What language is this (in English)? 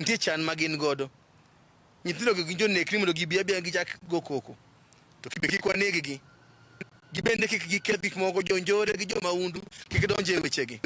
Luo (Kenya and Tanzania)